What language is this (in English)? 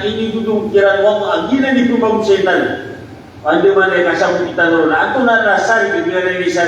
Maranao